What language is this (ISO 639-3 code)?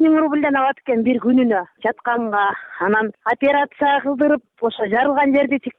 kir